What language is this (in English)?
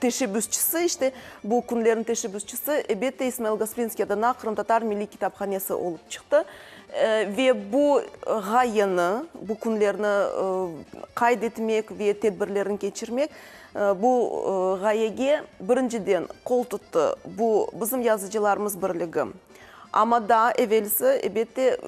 Crimean Tatar